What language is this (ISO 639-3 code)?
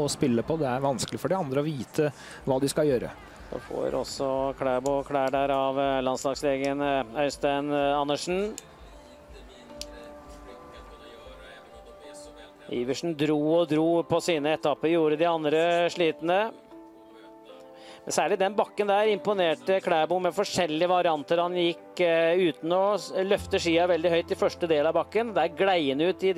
nor